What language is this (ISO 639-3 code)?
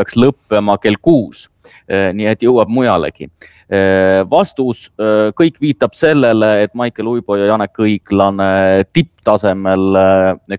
est